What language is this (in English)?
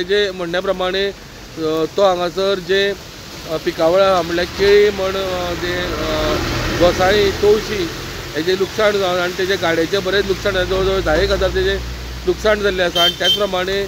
Konkani